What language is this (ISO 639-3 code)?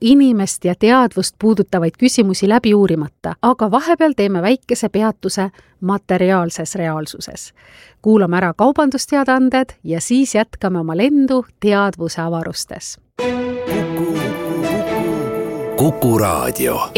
est